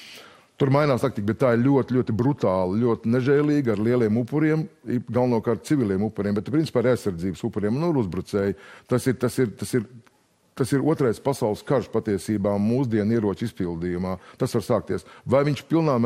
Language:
Latvian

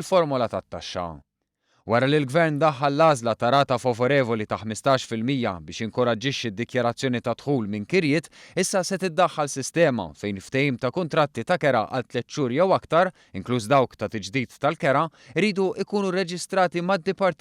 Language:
Maltese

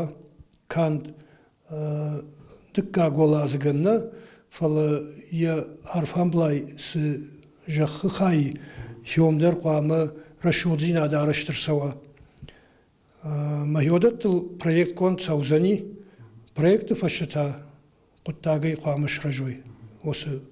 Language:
Ossetic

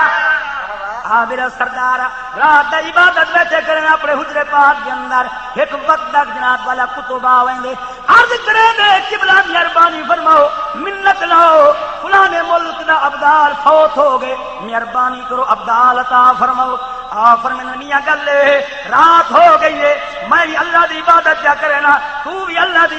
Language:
Saraiki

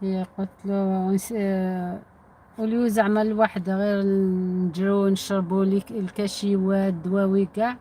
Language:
Algerian Arabic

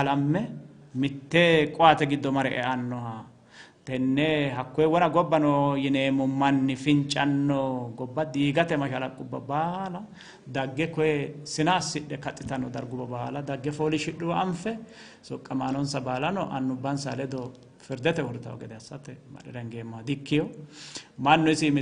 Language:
Sidamo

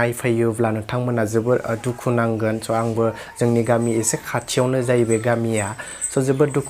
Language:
Bodo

